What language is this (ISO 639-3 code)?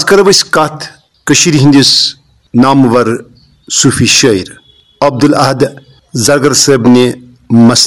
kas